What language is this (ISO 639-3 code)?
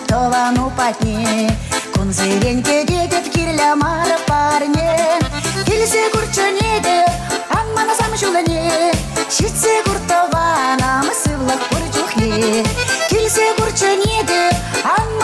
chv